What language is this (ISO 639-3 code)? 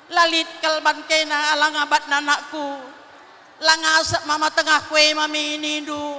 btx